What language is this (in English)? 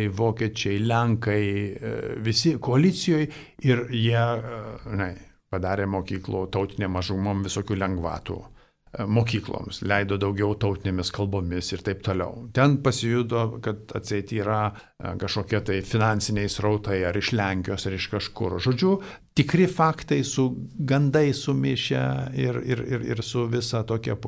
Lithuanian